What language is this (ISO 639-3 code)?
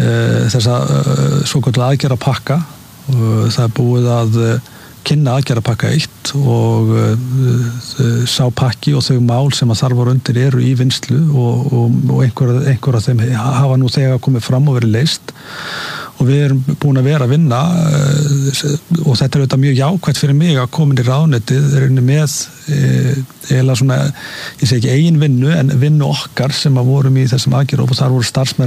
isl